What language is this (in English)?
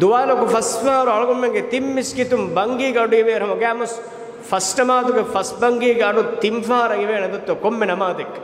Divehi